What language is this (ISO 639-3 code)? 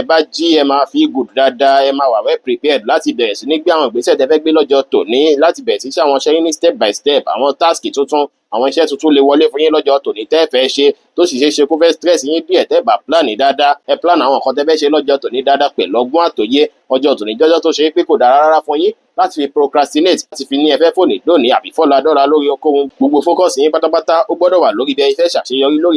yor